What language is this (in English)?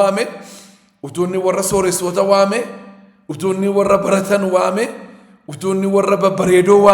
Oromo